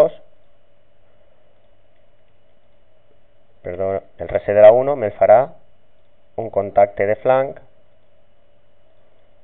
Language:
Catalan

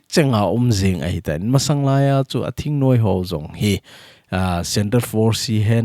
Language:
Thado Chin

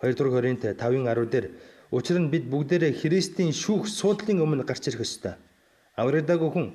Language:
Mongolian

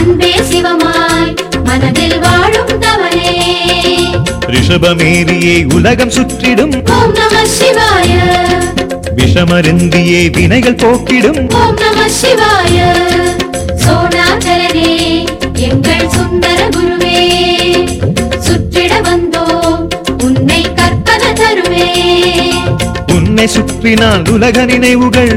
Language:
Tamil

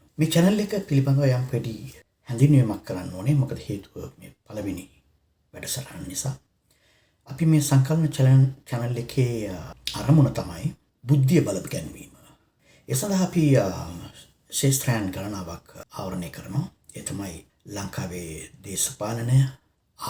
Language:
Sinhala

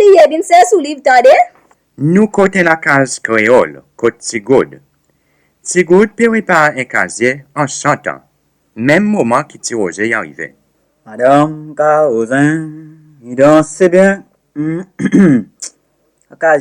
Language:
Seselwa Creole French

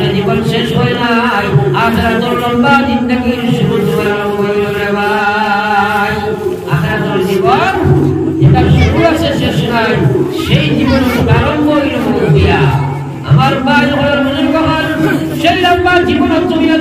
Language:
Sylheti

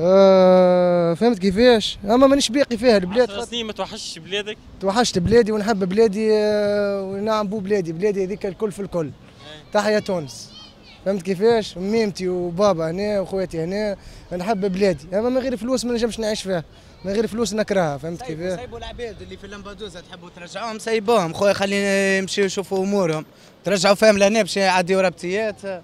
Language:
Tunisian Arabic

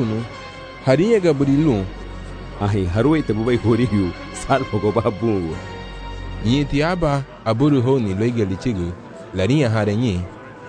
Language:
Garifuna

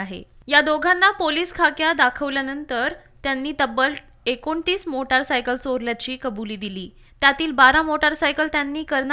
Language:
Marathi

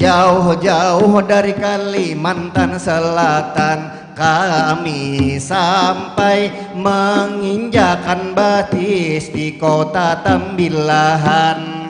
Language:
Banjar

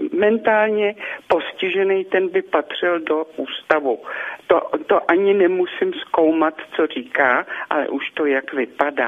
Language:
Czech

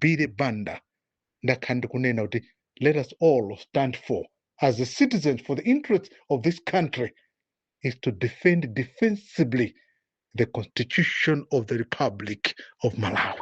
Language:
Nyanja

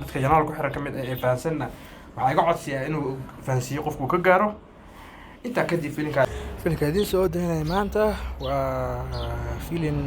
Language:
Somali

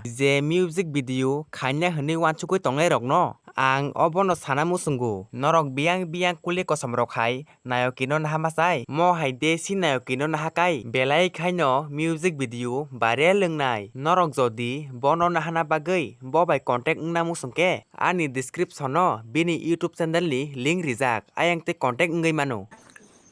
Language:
Kok Borok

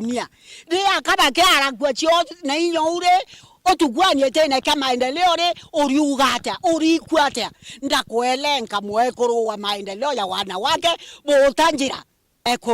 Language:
Meru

